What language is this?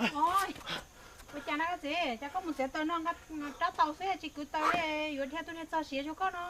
Hmong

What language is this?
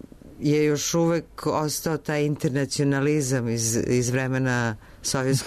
Serbian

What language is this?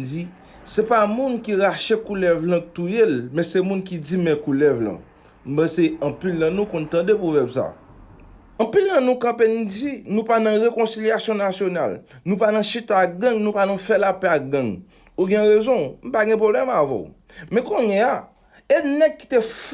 Haitian Creole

